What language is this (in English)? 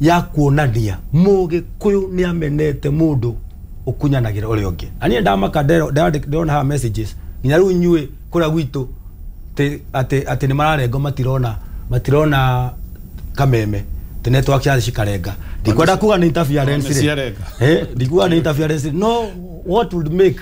Kikuyu